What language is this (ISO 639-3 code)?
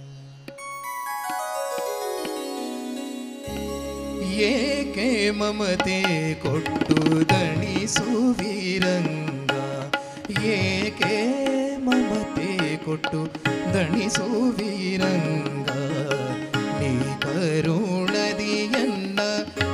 kan